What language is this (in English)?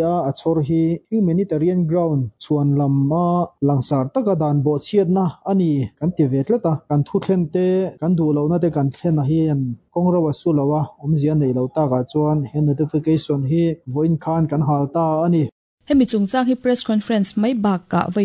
Mizo